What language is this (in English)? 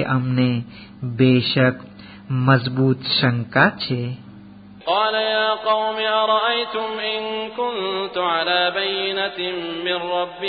Gujarati